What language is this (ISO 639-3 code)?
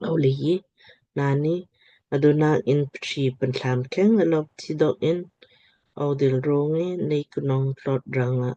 lmk